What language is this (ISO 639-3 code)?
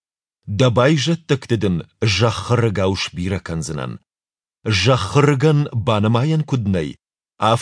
oss